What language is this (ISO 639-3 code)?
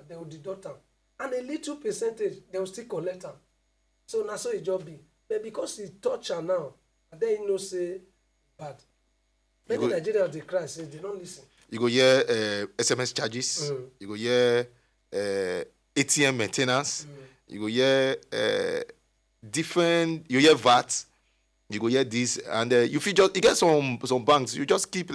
pcm